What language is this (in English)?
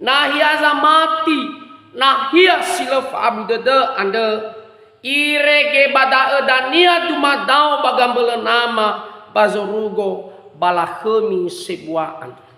Nias